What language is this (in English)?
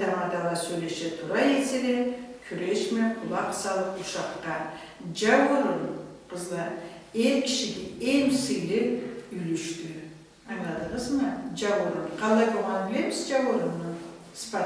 Karachay-Balkar